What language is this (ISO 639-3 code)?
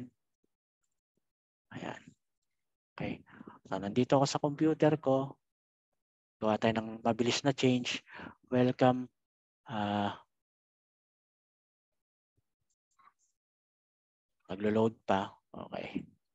fil